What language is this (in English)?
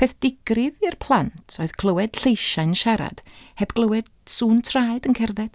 Welsh